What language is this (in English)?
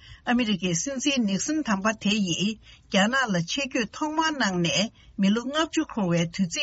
Tibetan